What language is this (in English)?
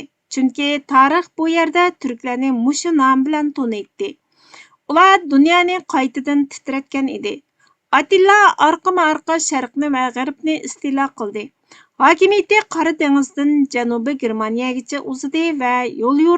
Uyghur